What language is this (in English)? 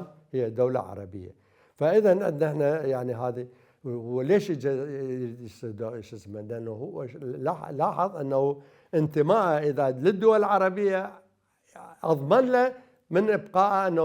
Mesopotamian Arabic